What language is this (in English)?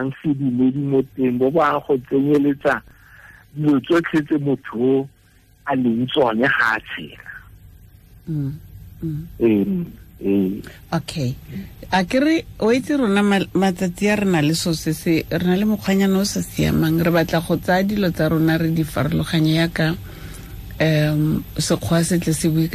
Tswana